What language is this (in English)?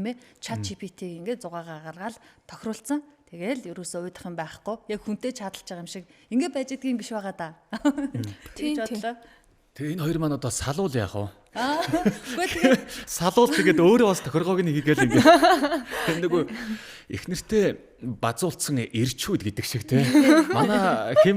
Mongolian